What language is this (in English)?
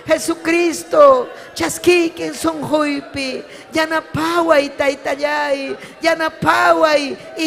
Ayacucho Quechua